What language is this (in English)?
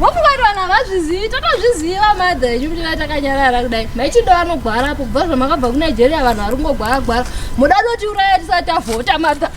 Shona